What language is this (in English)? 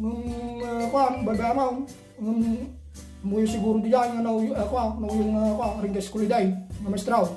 Iloko